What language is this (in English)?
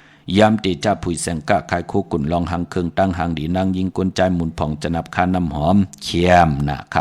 Shan